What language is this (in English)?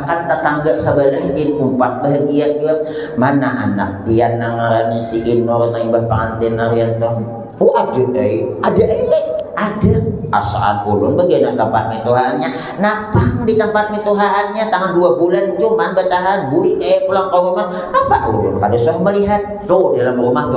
Banjar